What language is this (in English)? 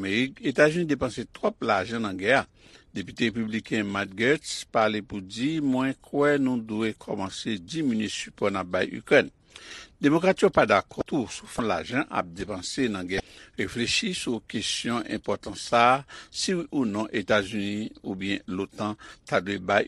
Haitian Creole